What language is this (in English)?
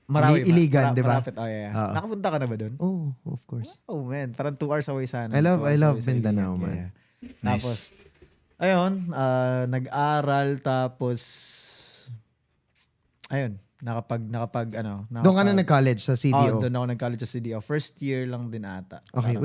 Filipino